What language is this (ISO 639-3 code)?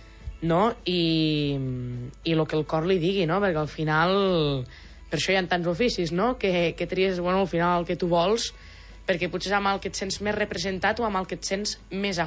cat